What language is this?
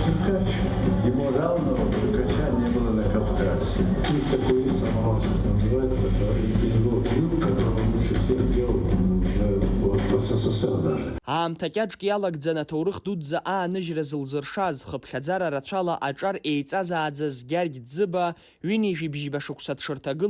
Abkhazian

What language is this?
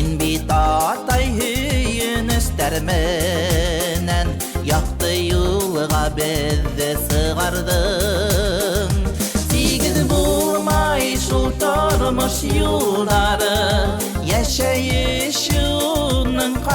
Bashkir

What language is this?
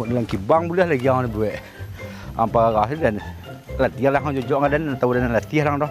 Minangkabau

